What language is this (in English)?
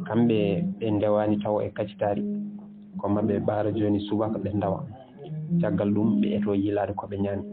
Fula